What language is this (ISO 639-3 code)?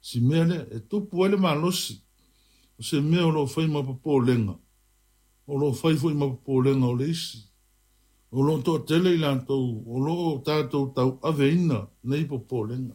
smo